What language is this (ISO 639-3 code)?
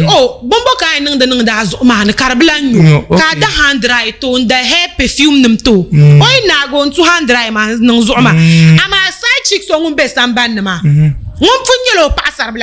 dag